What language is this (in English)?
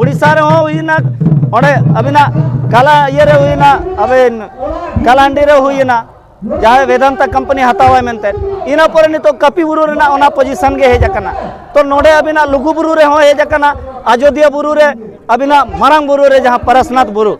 Santali